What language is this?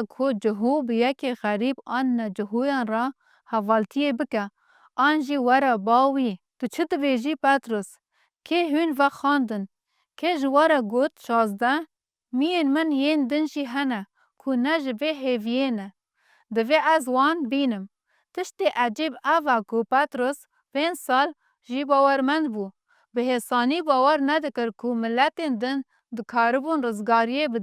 Kurdish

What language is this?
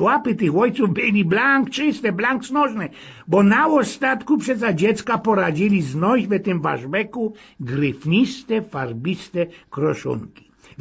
Silesian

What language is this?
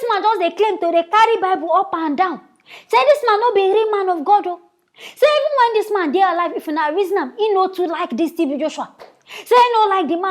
Nigerian Pidgin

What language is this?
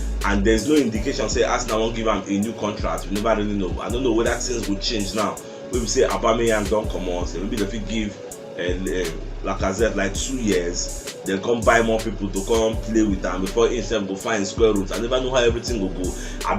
Nigerian Pidgin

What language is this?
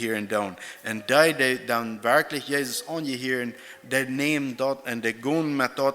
Plautdietsch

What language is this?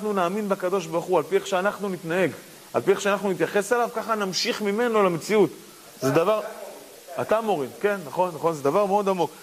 Hebrew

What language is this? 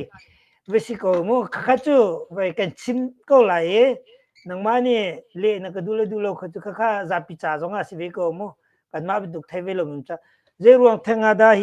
Hakha Chin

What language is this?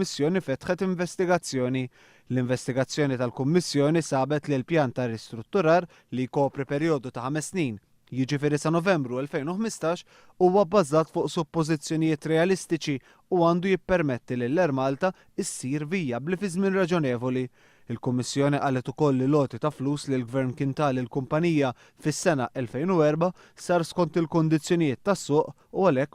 Maltese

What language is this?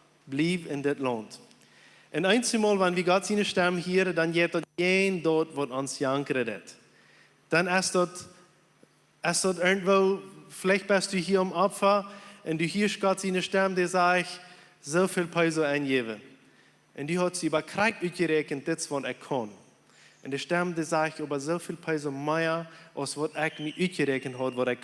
Plautdietsch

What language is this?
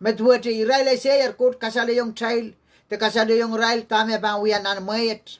Pohnpeian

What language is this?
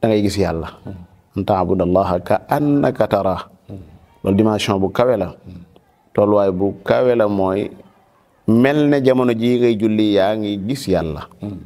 Wolof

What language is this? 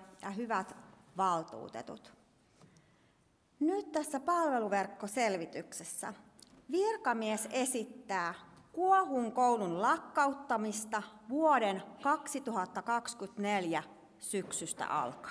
Finnish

